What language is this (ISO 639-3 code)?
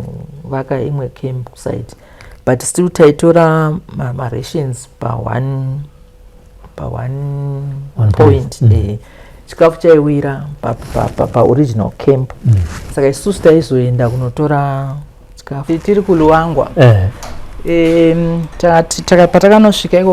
sna